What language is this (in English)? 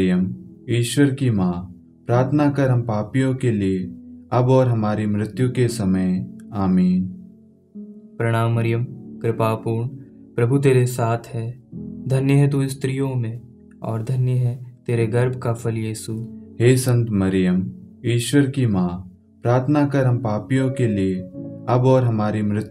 Hindi